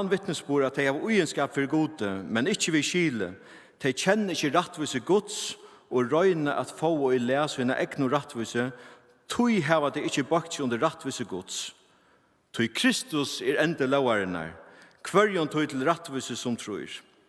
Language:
Faroese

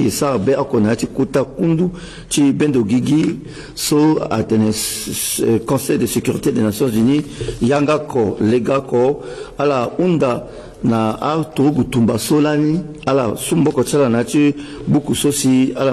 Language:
Sango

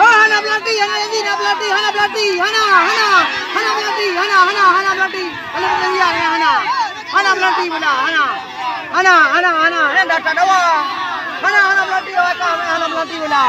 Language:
Achinese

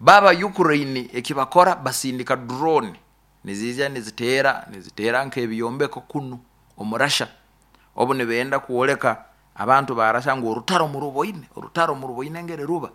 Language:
Nyoro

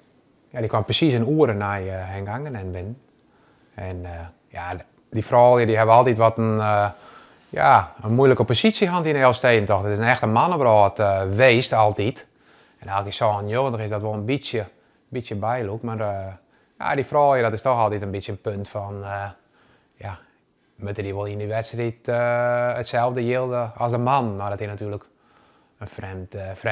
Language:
Western Frisian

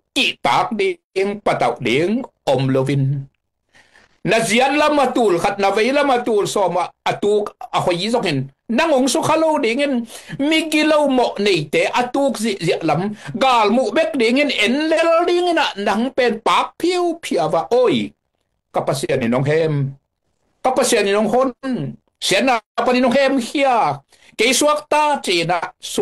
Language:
Tedim Chin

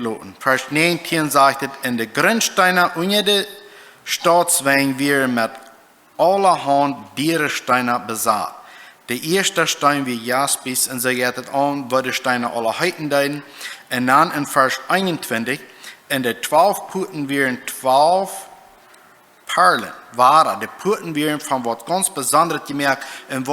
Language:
Plautdietsch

